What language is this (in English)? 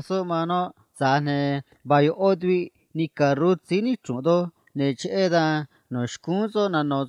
Copala Triqui